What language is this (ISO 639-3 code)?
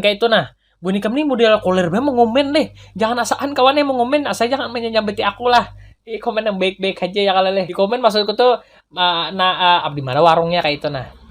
bjn